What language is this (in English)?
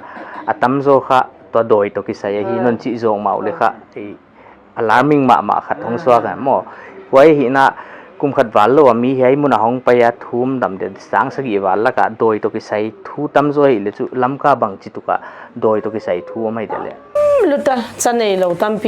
Paite Chin